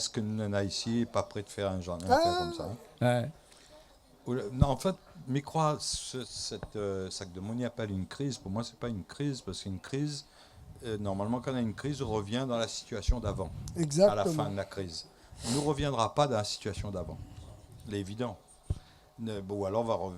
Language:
Réunion Creole French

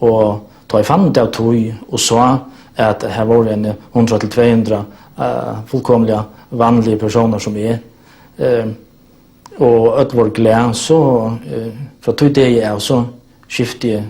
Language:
Faroese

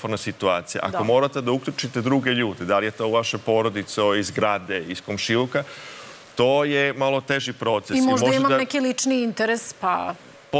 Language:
Serbian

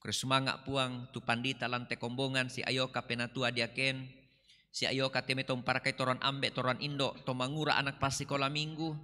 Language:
Toraja-Sa'dan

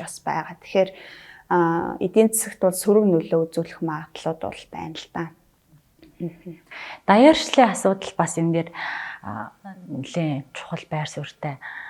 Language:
Mongolian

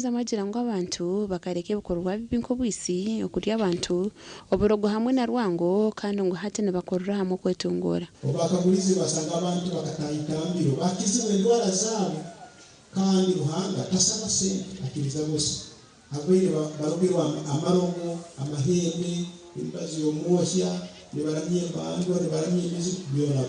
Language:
Nyankole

